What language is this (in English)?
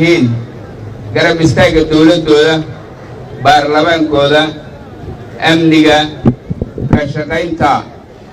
Somali